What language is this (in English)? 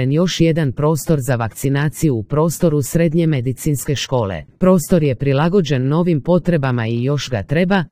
Croatian